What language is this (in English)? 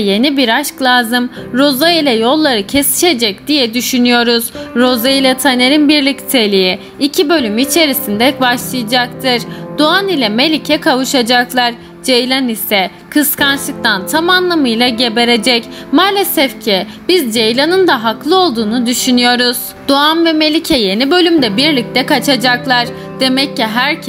Turkish